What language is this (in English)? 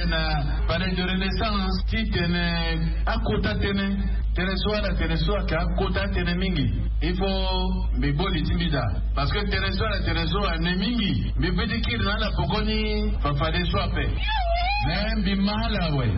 Sango